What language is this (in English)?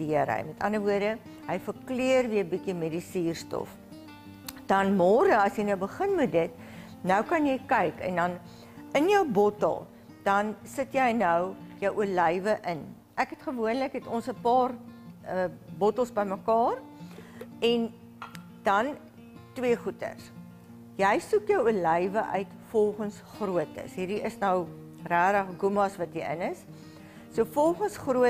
Afrikaans